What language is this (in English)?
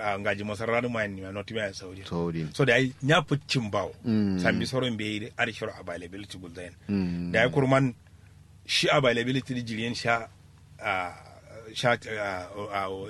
Kanuri